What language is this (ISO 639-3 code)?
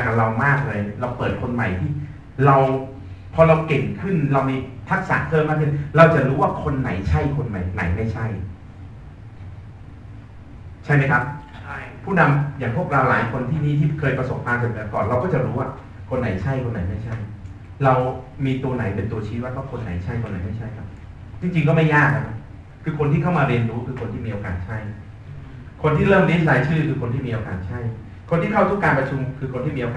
tha